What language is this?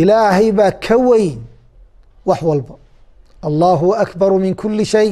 Somali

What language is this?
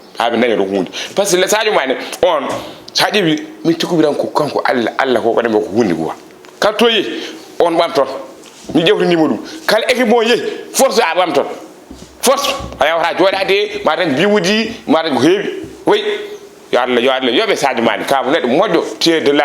Fula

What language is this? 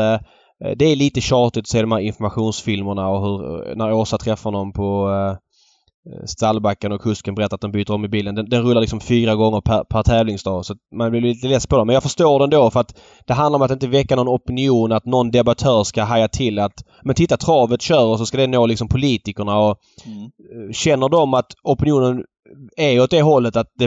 Swedish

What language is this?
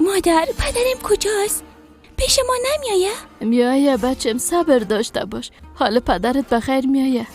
Persian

